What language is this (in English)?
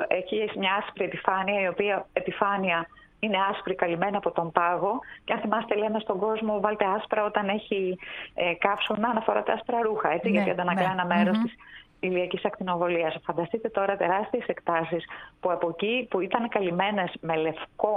Greek